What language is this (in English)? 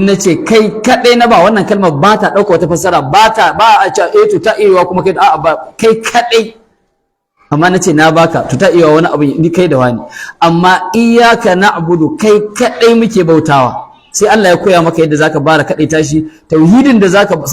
Hausa